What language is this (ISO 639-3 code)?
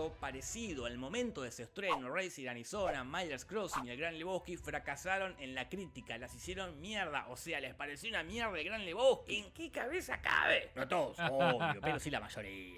spa